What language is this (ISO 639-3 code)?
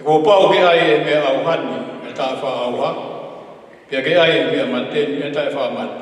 ton